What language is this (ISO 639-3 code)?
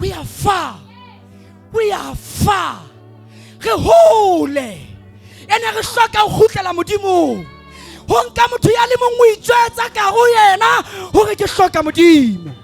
sot